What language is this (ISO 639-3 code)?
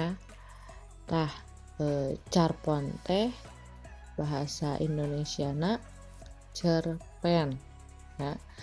sun